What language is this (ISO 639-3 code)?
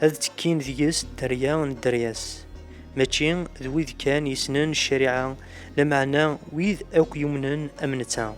kab